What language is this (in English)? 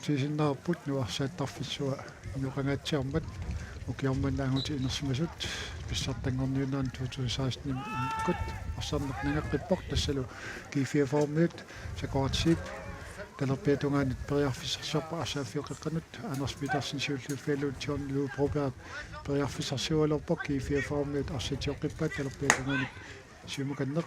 Kalaallisut